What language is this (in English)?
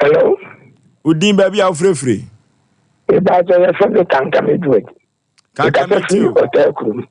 Akan